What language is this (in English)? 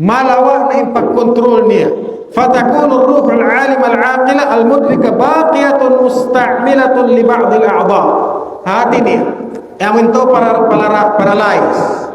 Tausug